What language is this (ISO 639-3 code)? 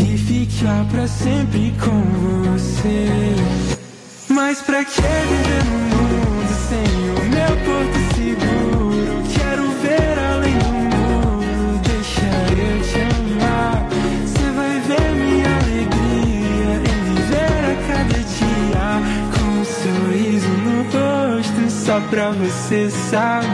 por